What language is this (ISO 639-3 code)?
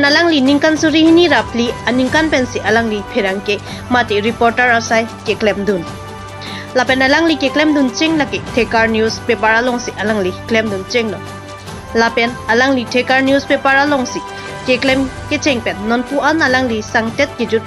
mjw